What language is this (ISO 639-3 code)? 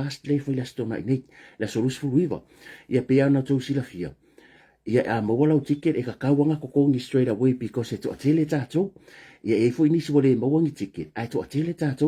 smo